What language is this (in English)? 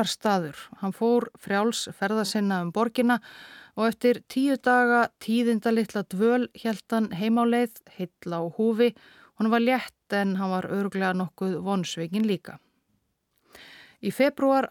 Icelandic